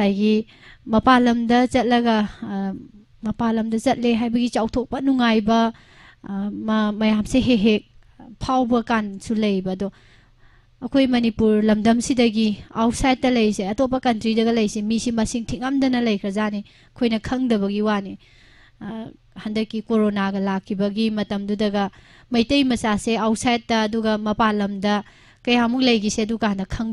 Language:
Manipuri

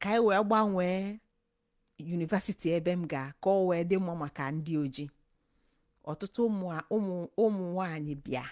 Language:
Igbo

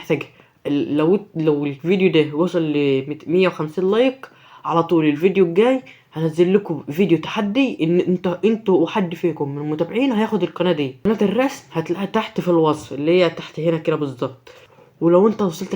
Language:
Egyptian Arabic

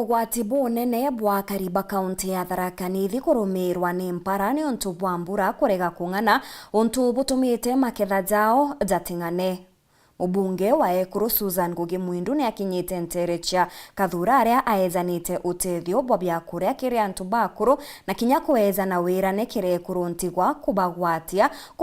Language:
Meru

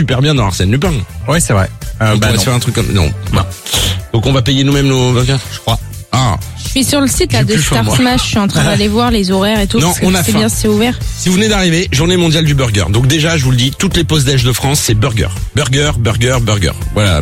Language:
French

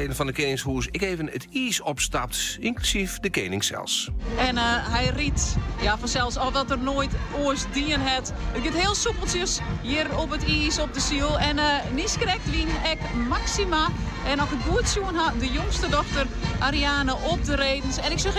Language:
Western Frisian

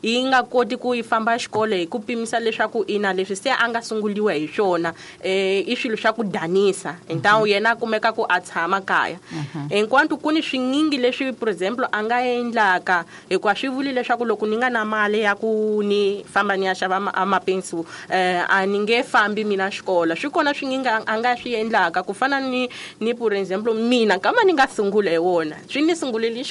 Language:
Tsonga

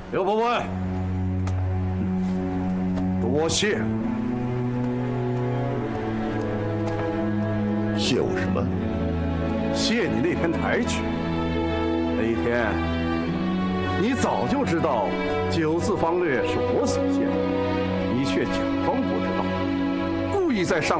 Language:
Chinese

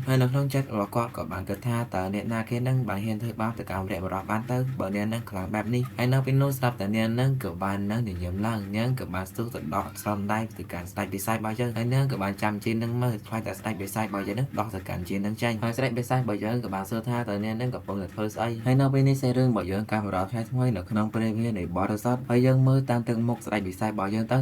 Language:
Khmer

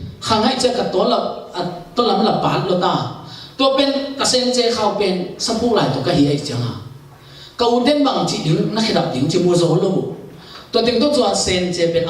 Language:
Tedim Chin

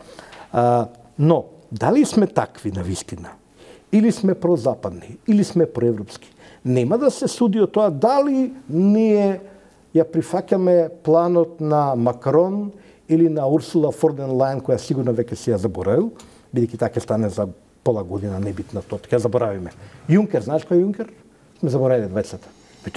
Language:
Macedonian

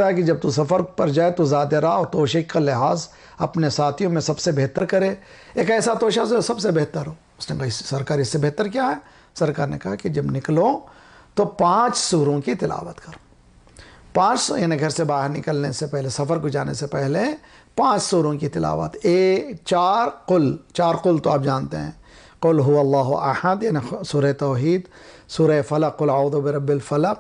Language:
Urdu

